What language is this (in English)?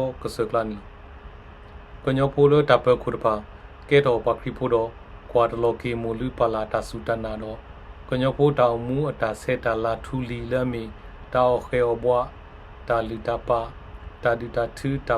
S'gaw Karen